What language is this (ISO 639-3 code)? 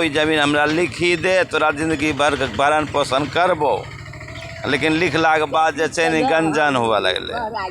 anp